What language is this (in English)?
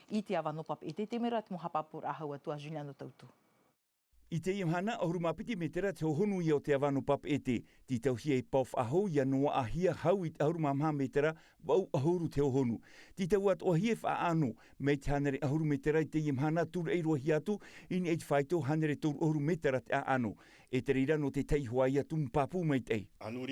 Tahitian